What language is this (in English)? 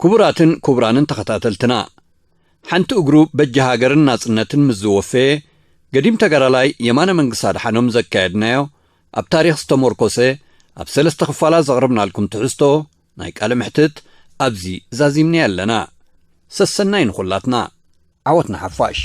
Tigrinya